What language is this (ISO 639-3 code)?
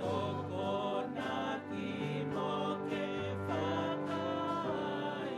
ton